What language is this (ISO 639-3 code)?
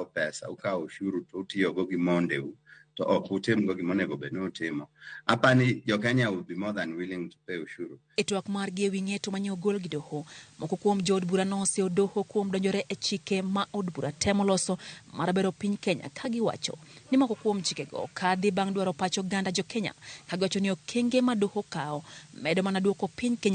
luo